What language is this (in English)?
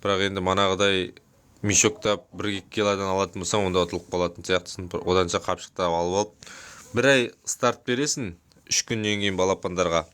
Kazakh